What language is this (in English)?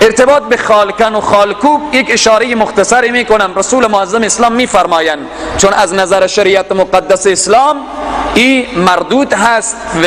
Persian